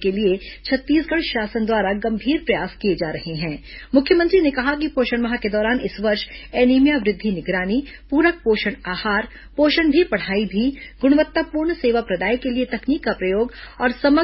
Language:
Hindi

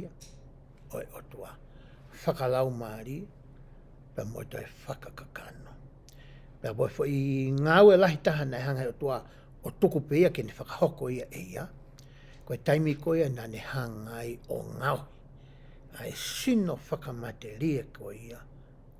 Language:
Tongan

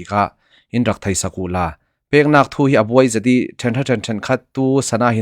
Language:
Falam Chin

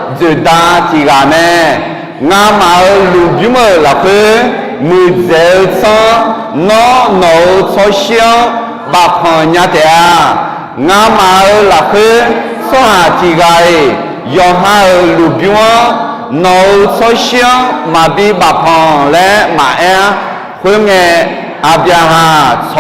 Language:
Akha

